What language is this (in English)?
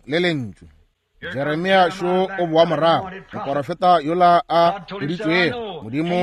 Northern Sotho